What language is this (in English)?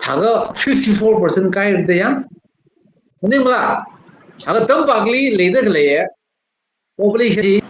Tangkhul Naga (India)